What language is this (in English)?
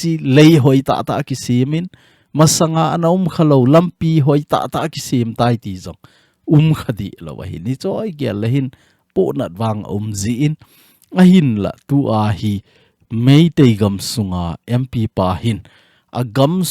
Thado Chin